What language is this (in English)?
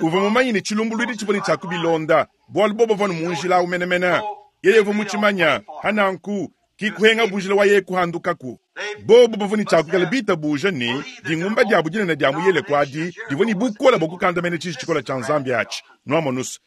Luba-Lulua